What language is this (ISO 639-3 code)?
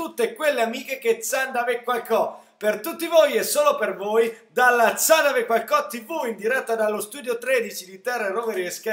ita